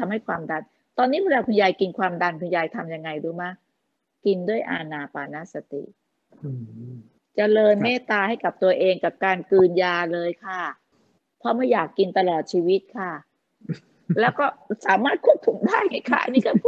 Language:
Thai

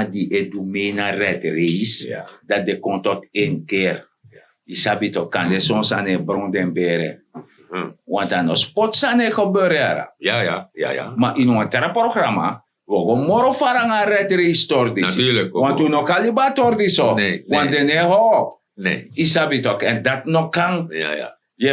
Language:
Sranan Tongo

